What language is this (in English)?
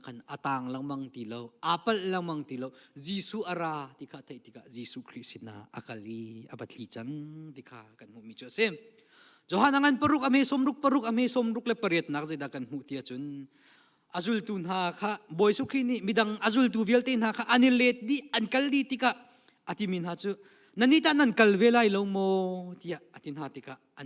Hakha Chin